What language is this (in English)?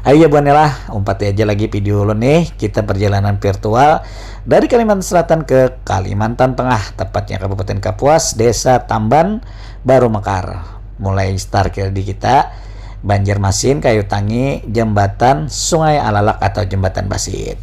Banjar